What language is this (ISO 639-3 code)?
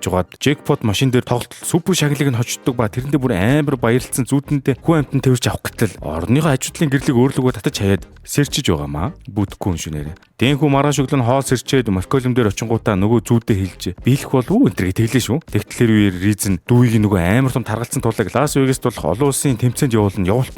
mon